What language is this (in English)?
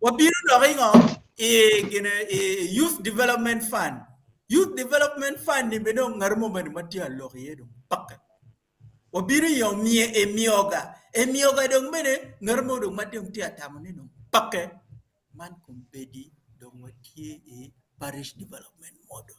Acoli